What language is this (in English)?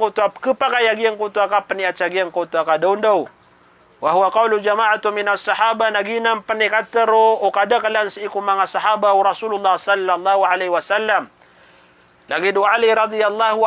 Maranao